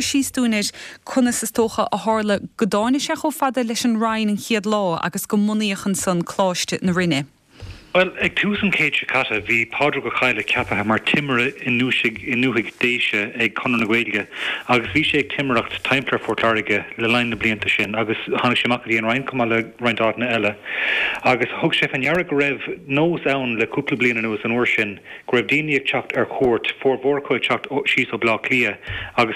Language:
Irish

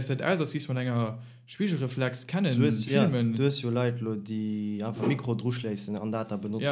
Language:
Luxembourgish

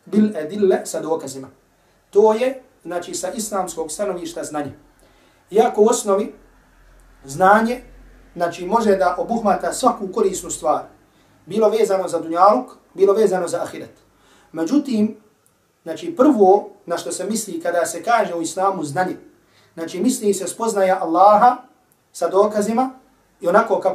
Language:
Bosnian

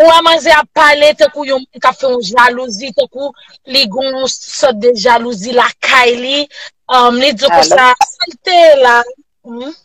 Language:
Haitian Creole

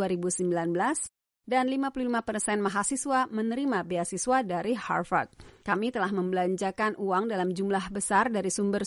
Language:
Indonesian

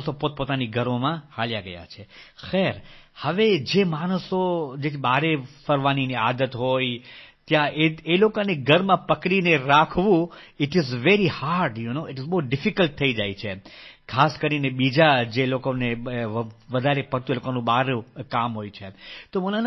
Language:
Gujarati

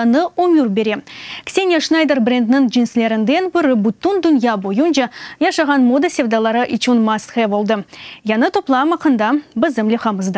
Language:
Crimean Tatar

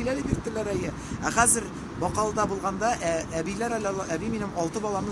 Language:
Tatar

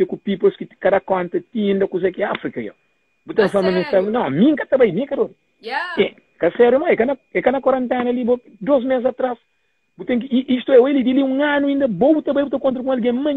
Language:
Kabuverdianu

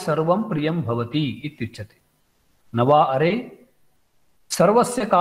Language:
Sanskrit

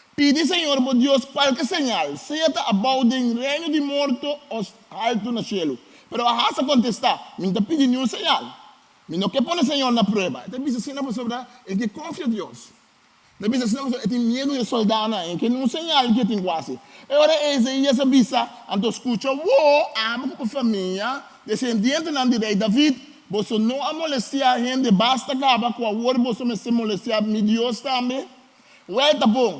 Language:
Papiamento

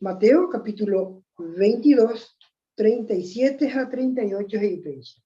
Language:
Guarani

